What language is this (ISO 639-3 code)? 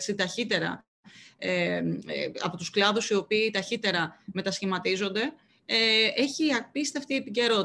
ell